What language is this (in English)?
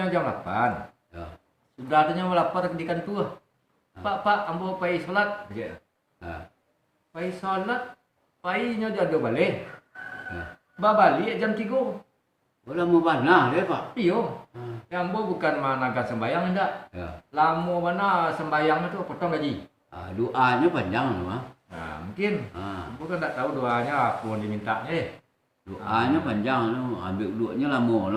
Minangkabau